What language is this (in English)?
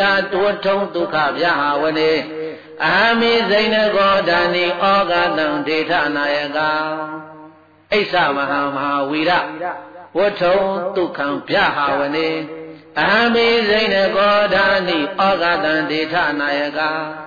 Burmese